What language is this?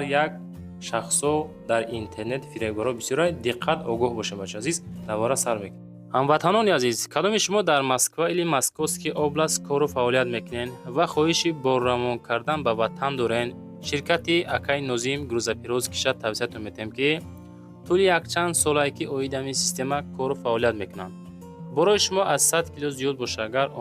Tajik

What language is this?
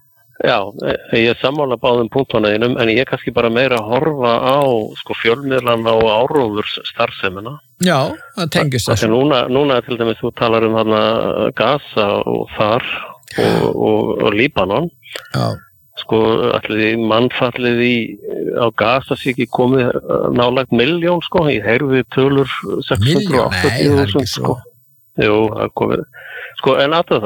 Icelandic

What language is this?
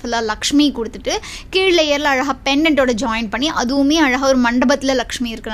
Tamil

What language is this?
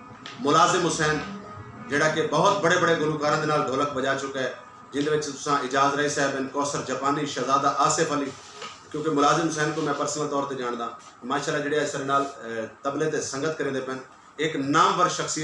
Saraiki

